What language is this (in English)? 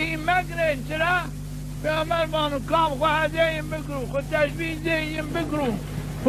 Zaza